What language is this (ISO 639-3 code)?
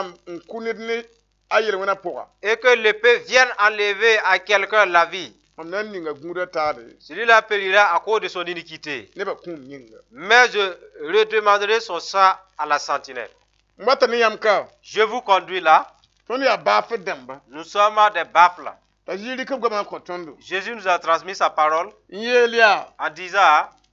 mos